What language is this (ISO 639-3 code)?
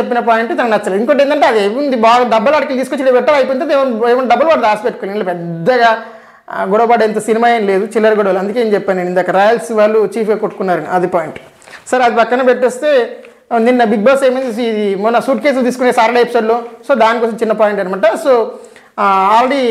tel